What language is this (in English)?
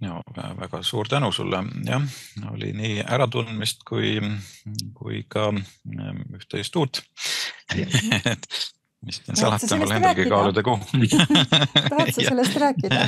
Estonian